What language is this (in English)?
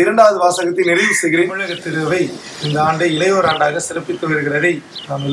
Tamil